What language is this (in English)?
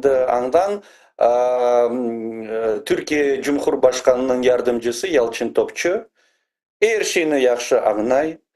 Crimean Tatar